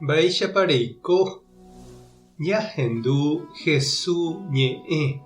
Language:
Guarani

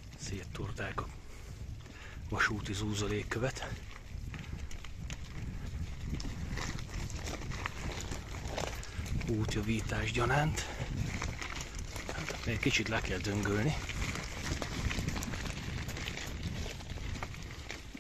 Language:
Hungarian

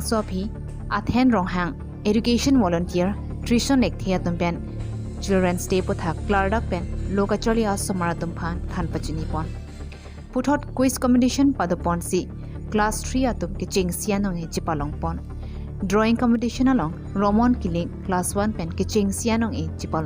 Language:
Karbi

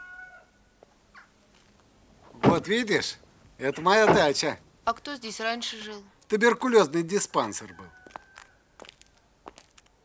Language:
Russian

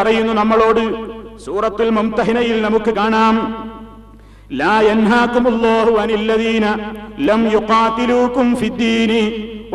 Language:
Malayalam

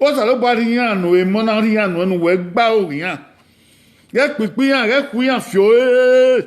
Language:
Bini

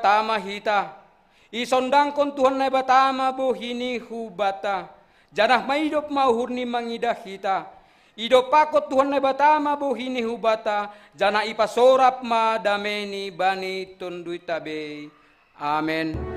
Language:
Batak Simalungun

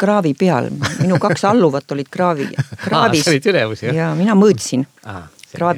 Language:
Estonian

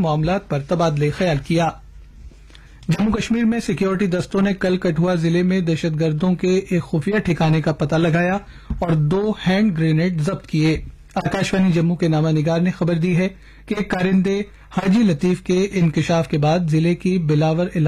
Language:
Urdu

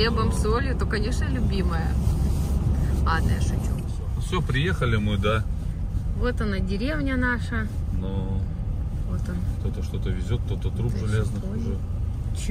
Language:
Russian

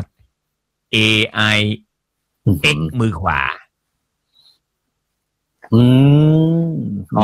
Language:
Thai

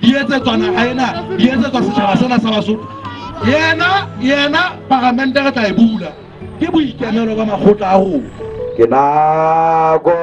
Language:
Southern Sotho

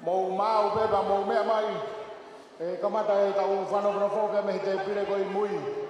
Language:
Tongan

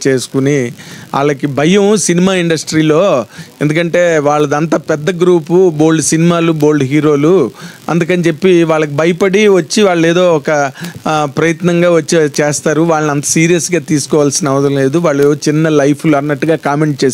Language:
Telugu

